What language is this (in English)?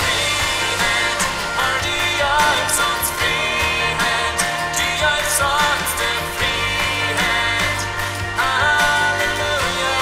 Plautdietsch